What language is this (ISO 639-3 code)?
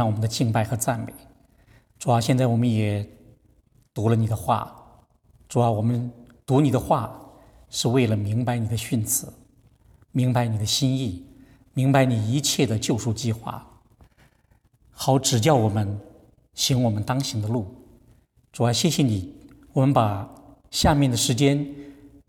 zho